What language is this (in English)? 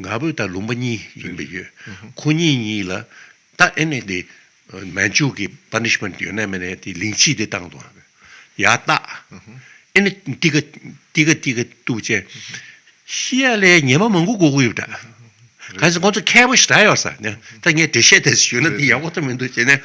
Tibetan